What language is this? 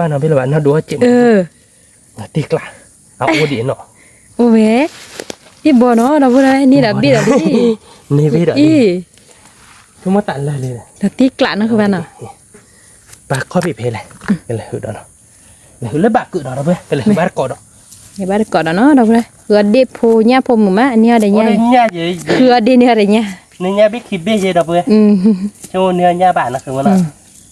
S'gaw Karen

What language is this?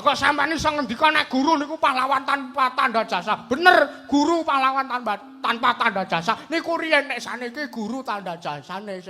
Javanese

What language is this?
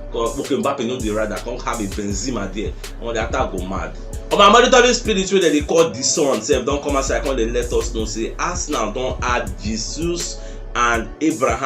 Nigerian Pidgin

